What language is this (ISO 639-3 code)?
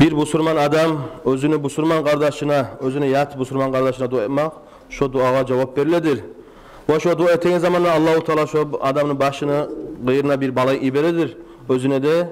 kum